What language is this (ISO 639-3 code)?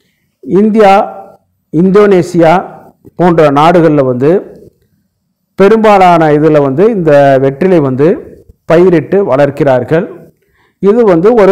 tam